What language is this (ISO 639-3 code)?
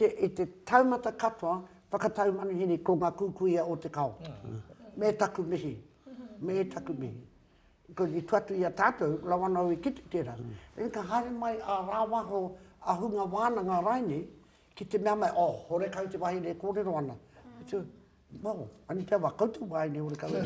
mri